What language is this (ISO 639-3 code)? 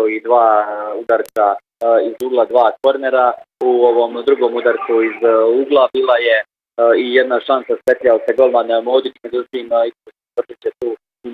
hrv